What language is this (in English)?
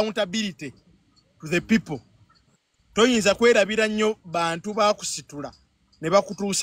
Ganda